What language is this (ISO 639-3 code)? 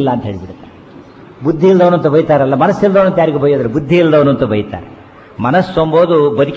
kan